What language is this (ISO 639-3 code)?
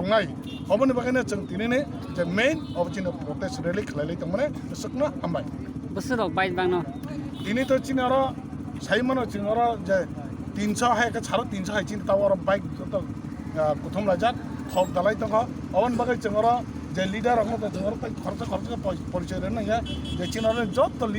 trp